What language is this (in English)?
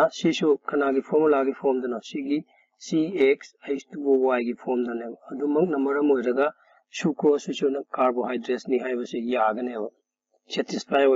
Manipuri